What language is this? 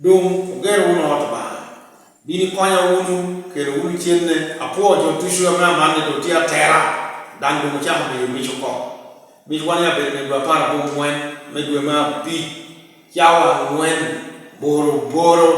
Lango (Uganda)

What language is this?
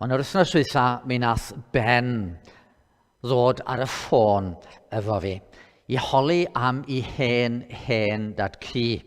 Welsh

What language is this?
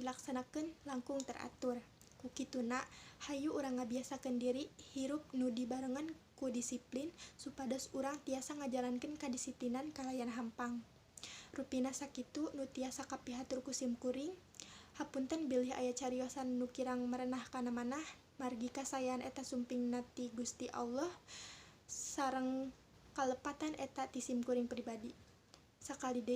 Sundanese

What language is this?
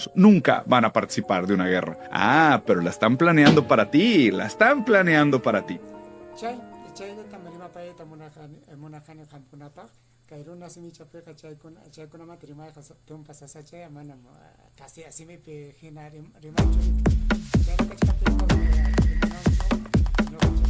Ayacucho Quechua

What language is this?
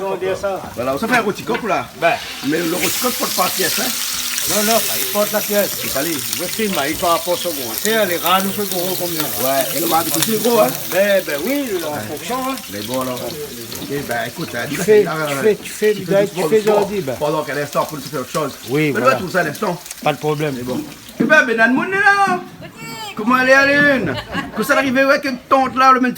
Réunion Creole French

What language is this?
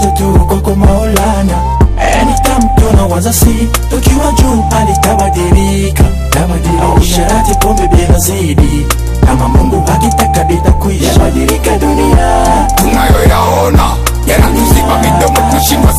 Swahili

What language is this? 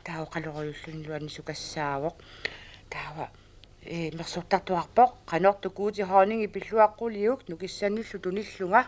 Kalaallisut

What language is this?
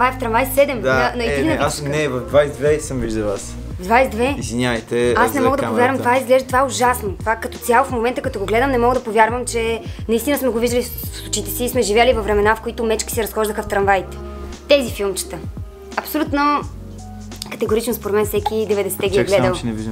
Bulgarian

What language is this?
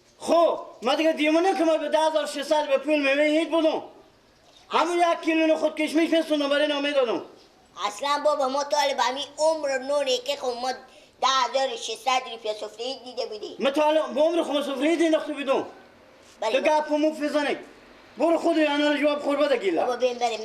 Persian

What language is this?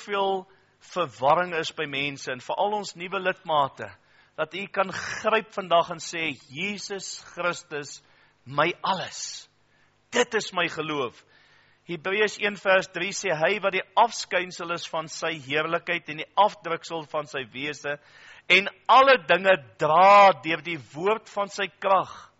Afrikaans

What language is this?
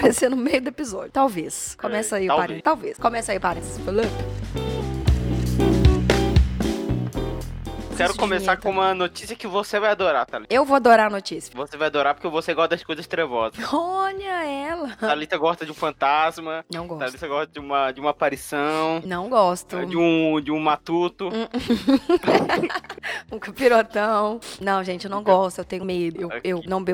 Portuguese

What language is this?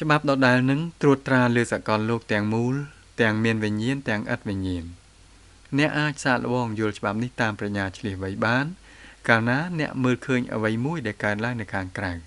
Khmer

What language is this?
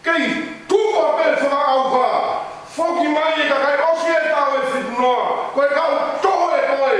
Tongan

